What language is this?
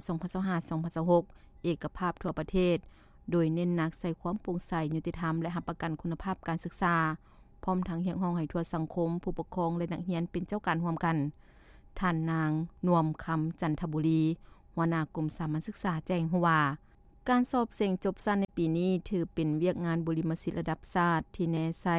Lao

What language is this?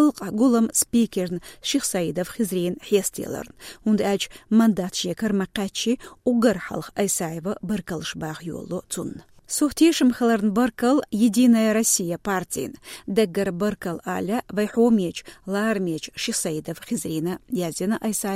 Chechen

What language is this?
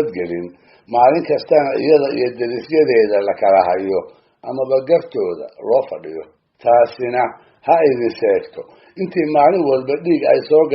Somali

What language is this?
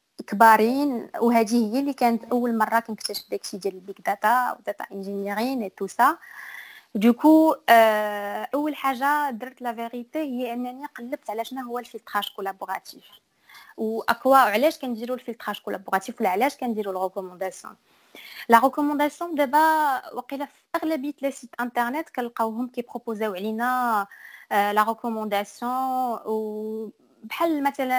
Moroccan Arabic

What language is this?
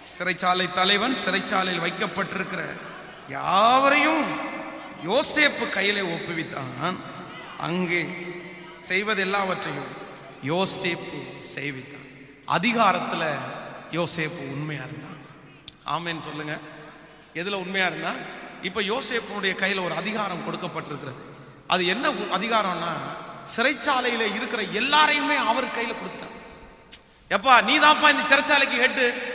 Tamil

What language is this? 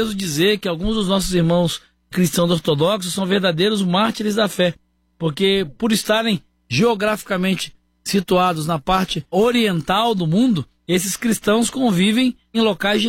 Portuguese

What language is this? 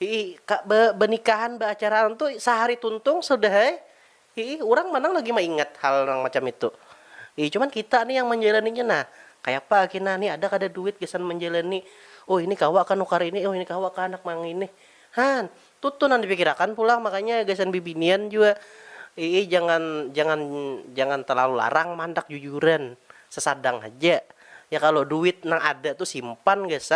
Banjar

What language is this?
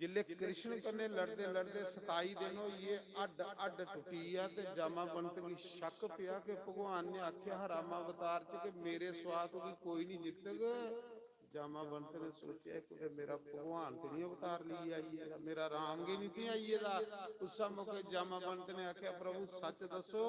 Dogri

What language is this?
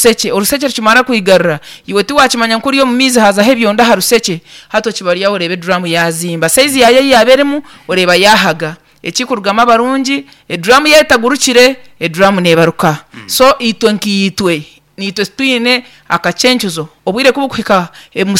Nyankole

